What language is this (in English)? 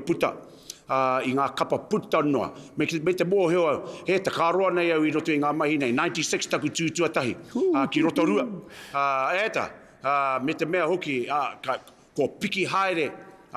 Māori